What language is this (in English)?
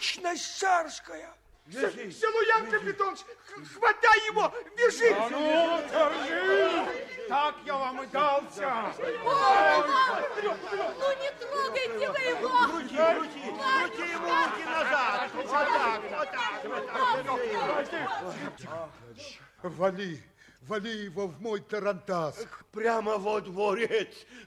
Russian